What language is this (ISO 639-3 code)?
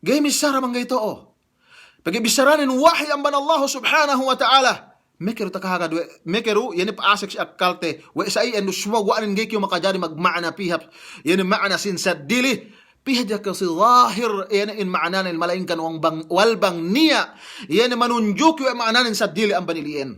yka